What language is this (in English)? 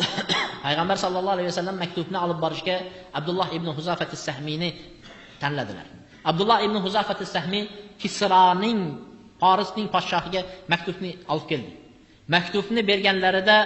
Uzbek